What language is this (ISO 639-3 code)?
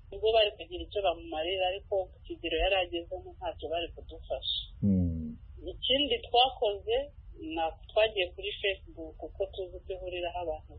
kin